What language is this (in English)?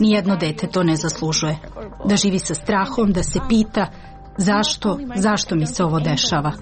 Serbian